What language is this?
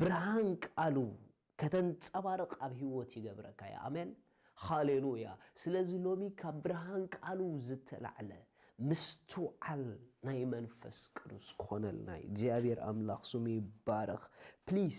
Tigrinya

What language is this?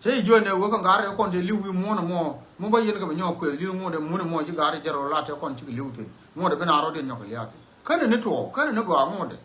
Nuer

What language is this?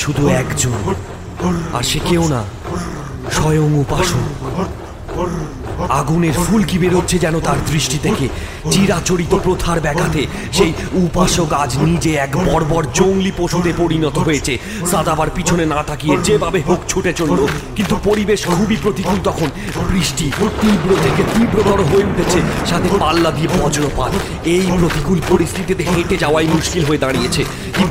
Bangla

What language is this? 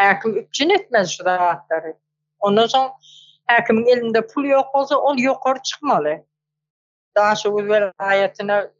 Turkmen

